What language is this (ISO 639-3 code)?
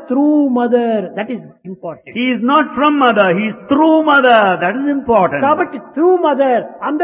tel